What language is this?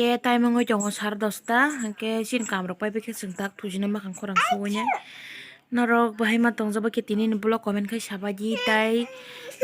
Kok Borok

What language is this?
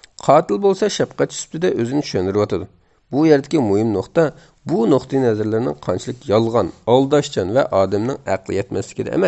Uyghur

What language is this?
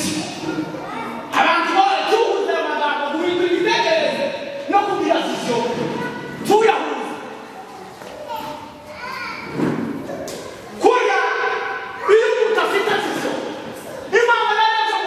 Kinyarwanda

